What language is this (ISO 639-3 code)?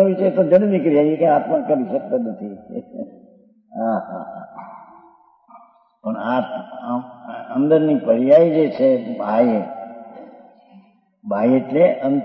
guj